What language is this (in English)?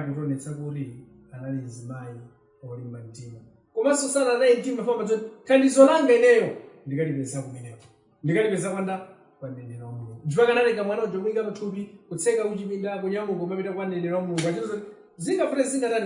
Nyanja